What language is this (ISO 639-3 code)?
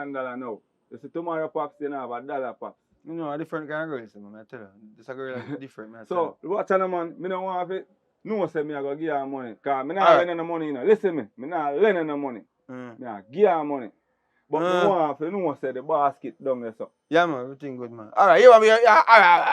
jam